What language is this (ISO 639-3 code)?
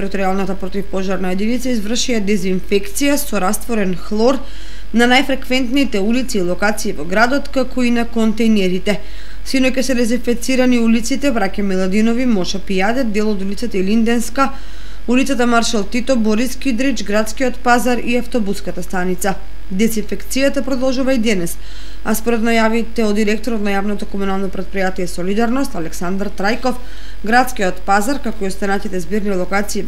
mkd